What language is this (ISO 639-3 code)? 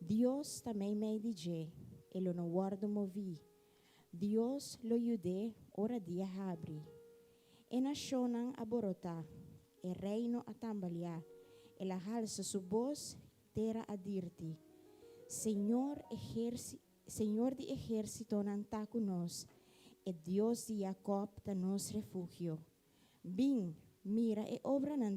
pap